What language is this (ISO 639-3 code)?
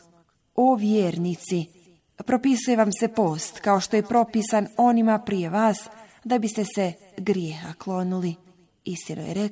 bos